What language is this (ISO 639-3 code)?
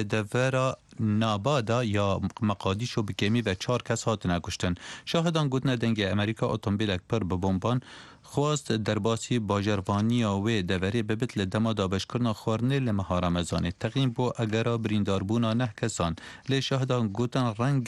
kur